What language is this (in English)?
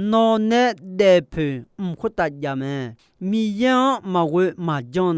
Akha